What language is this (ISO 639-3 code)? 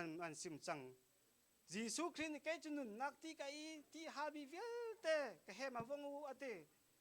cnh